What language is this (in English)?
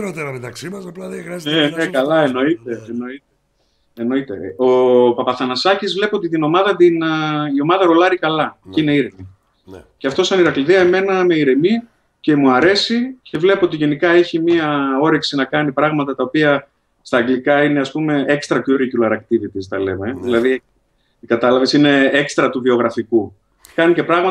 Greek